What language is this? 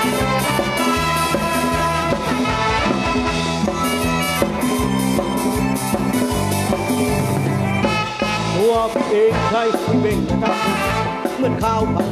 Thai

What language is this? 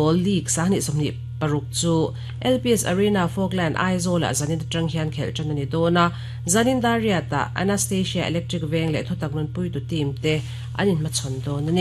Mizo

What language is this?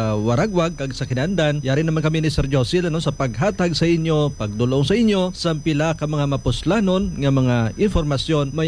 Hiligaynon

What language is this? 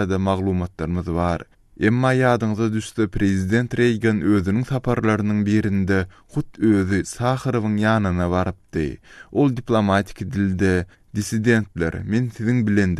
Turkmen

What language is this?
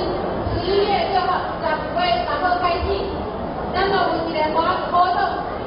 Min Nan Chinese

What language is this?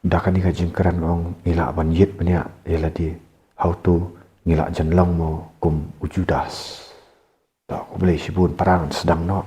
Khasi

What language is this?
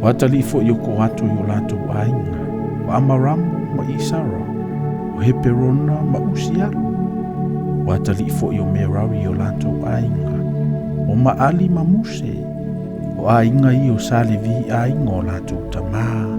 Samoan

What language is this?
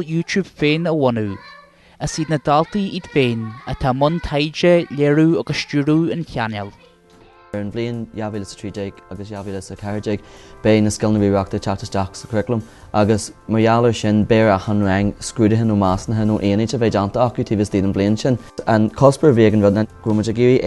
Irish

